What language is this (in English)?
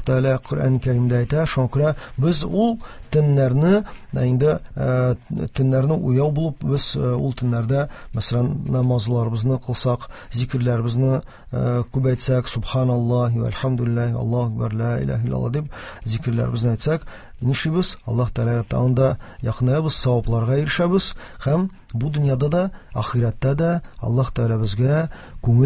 Tatar